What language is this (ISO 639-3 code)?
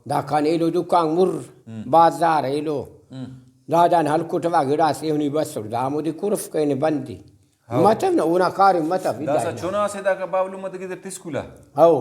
brh